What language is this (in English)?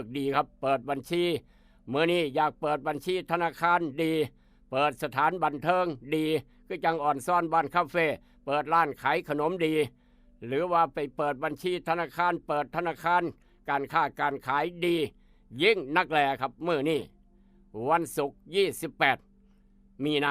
Northeastern Thai